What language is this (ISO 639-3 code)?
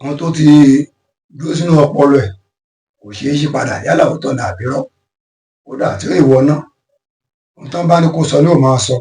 yor